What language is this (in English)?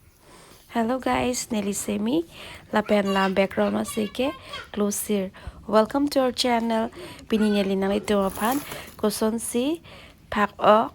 Karbi